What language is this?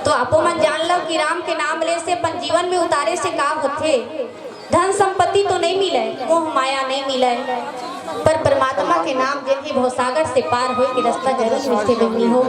Chhattisgarhi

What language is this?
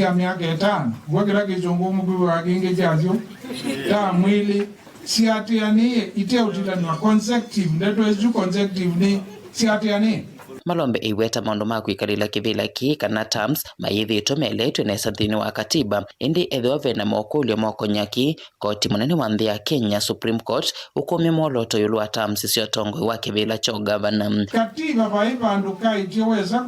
Kamba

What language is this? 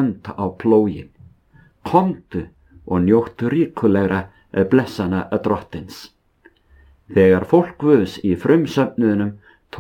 Icelandic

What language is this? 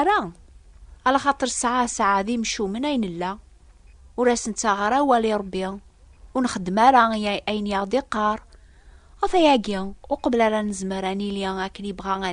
Kabyle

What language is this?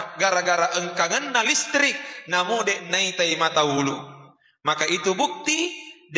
Buginese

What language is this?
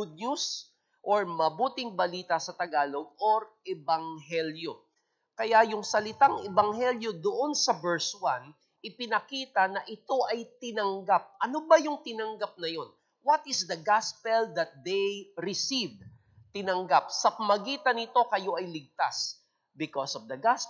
Filipino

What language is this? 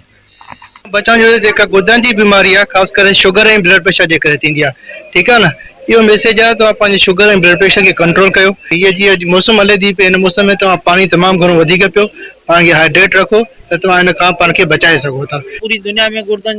Sindhi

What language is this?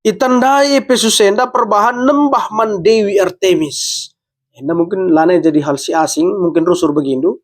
Batak Karo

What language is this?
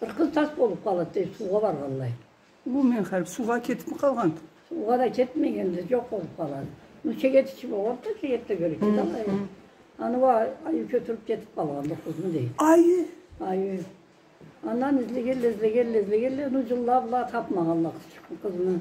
Karachay-Balkar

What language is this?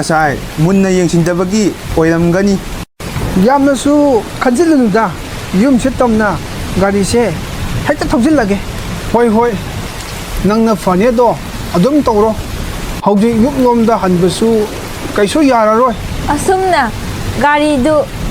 Manipuri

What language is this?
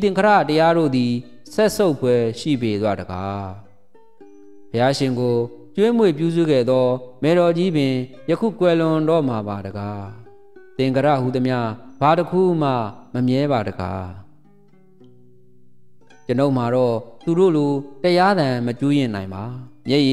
Burmese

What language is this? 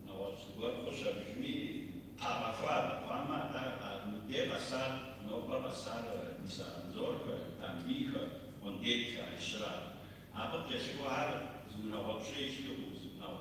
Kabardian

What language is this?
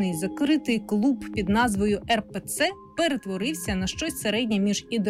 Ukrainian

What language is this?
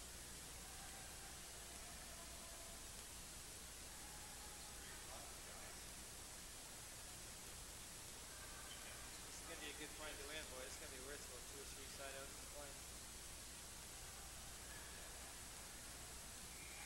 English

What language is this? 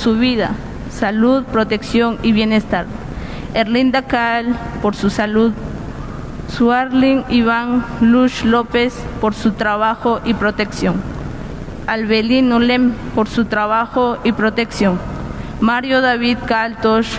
Kekchí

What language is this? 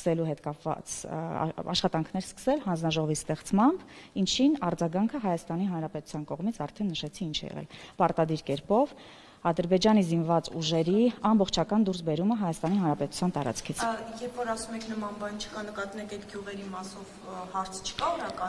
Armenian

